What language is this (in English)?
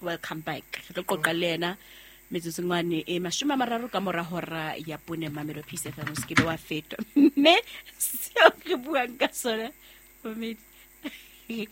Southern Sotho